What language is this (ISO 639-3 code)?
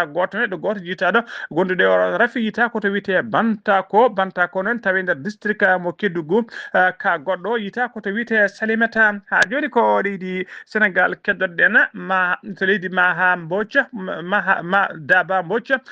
ful